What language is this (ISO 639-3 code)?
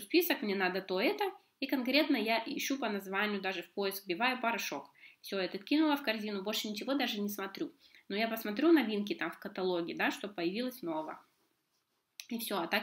rus